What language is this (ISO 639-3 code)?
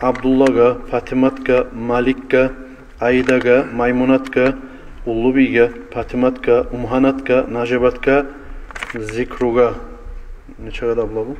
kum